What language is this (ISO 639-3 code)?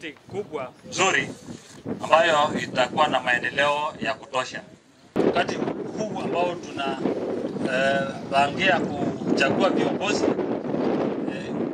swa